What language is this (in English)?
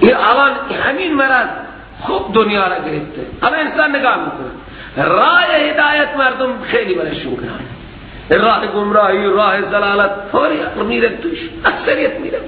Persian